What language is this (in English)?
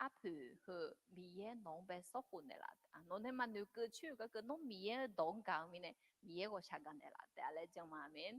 Akha